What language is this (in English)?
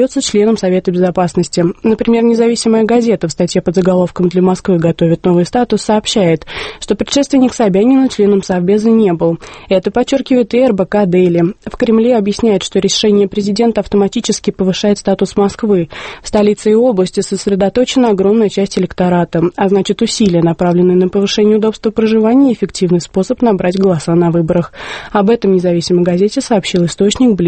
Russian